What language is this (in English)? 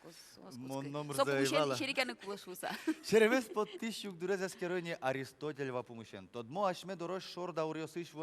Udmurt